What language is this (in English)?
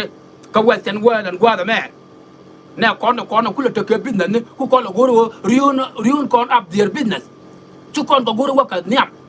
Nuer